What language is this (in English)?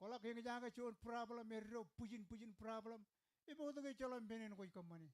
Marshallese